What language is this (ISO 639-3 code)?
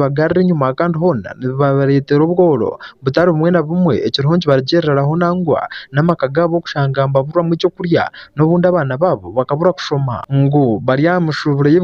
nyn